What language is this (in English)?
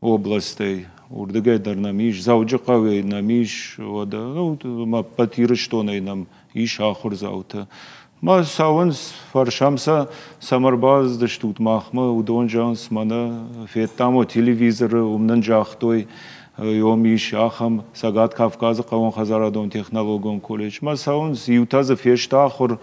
Ossetic